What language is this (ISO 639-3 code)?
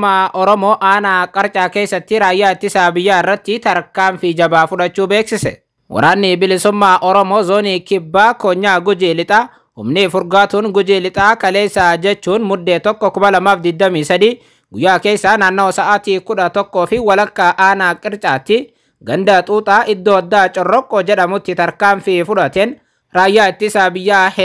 orm